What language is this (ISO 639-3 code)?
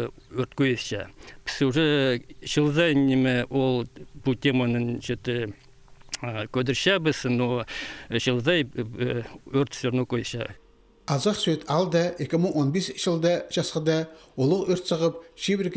kjh